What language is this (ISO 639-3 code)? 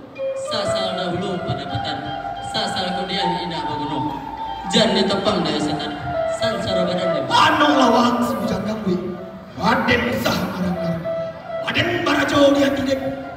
min